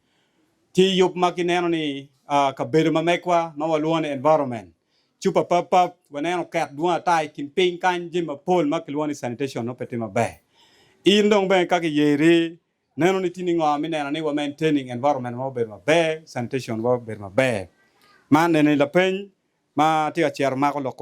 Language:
Acoli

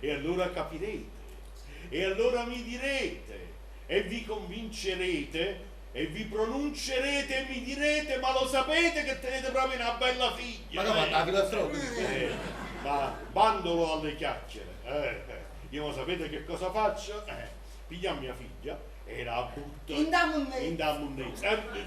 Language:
Neapolitan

